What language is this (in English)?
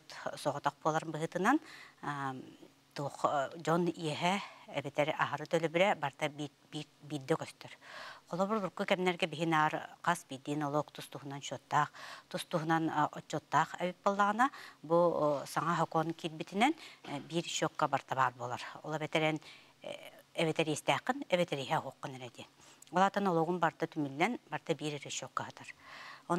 Yakut